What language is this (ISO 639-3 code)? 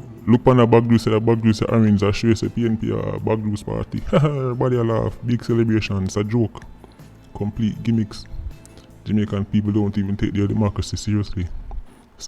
jam